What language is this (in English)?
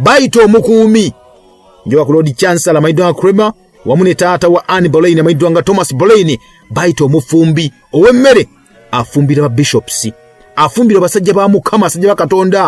Ganda